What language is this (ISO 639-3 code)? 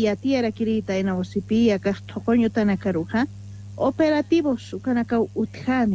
aym